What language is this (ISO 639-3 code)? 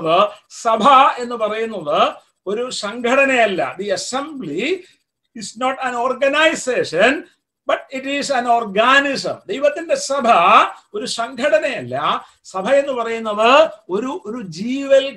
mal